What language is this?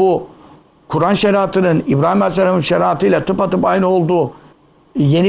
Turkish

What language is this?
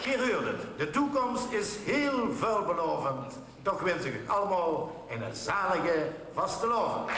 Limburgish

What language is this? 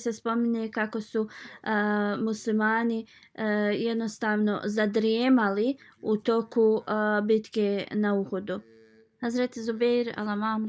Bosnian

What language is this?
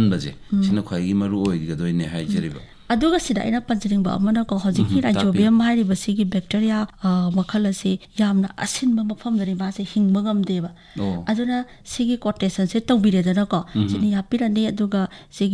Manipuri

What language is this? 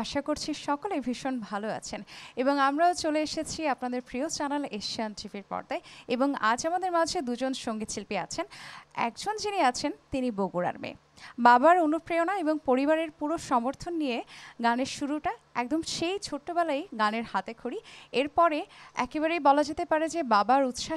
Bangla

